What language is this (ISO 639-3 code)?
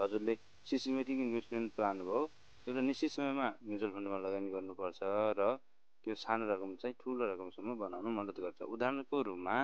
nep